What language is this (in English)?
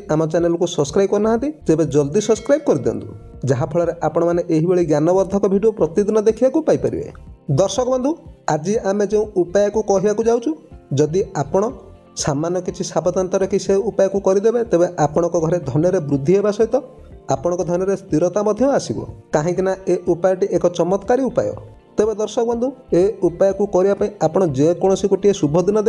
Odia